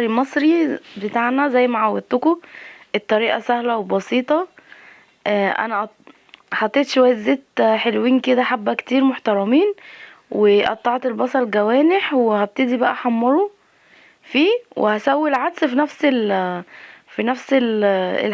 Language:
Egyptian Arabic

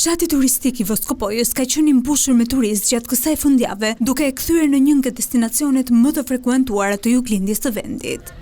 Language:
Albanian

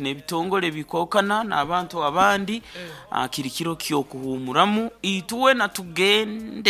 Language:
Nyoro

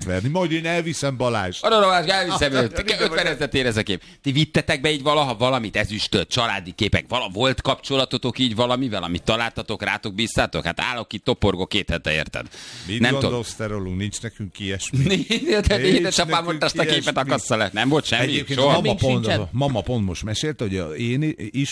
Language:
Hungarian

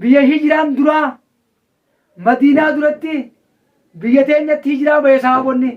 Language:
Oromo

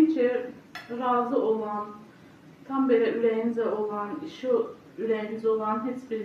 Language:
Azerbaijani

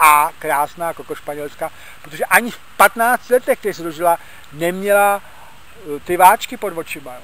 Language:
Czech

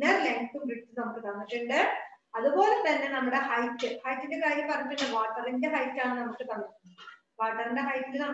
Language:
Malayalam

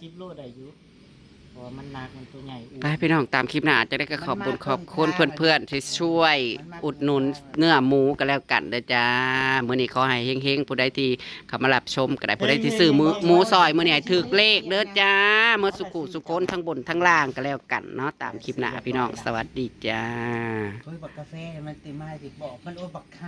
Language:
Northeastern Thai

